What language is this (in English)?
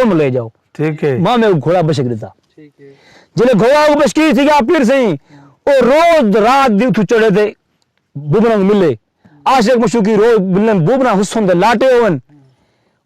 Saraiki